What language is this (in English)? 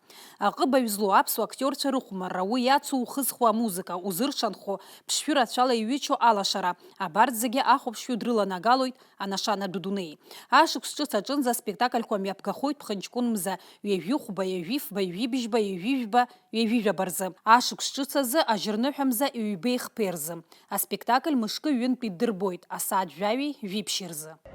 Abkhazian